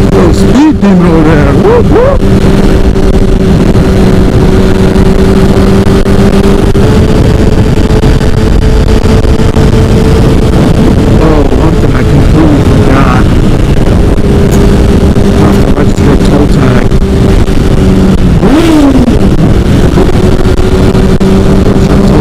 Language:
English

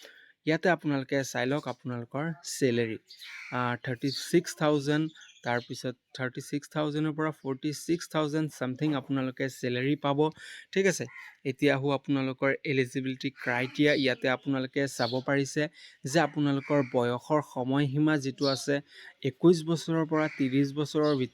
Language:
Assamese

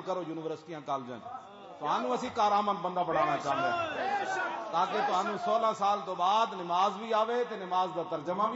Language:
Western Panjabi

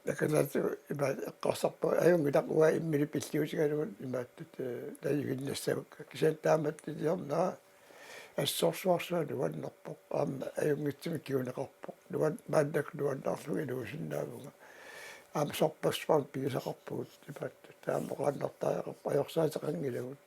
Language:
Kalaallisut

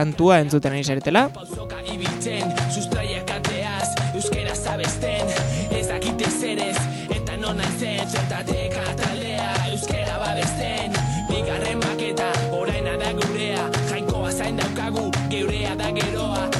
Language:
Basque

